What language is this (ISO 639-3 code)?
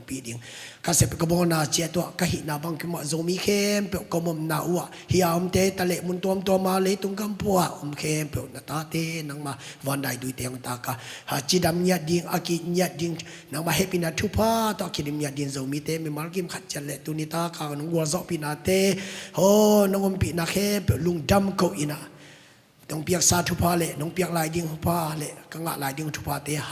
ctd